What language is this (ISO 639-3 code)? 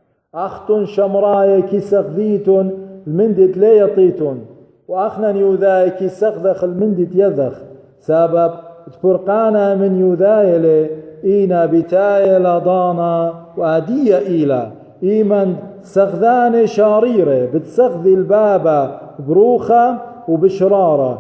aii